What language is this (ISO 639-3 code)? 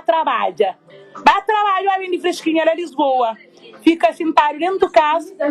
kea